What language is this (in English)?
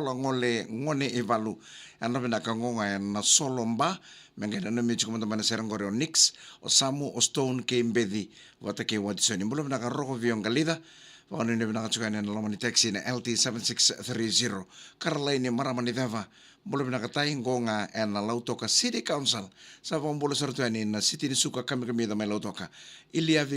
Fijian